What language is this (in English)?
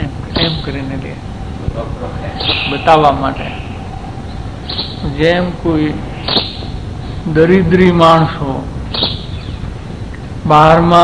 Gujarati